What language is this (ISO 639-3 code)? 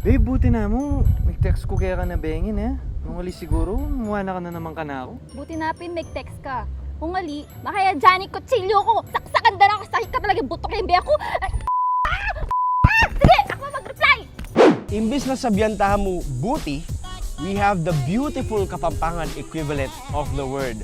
pam